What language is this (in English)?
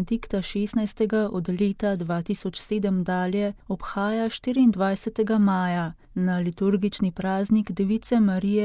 Slovenian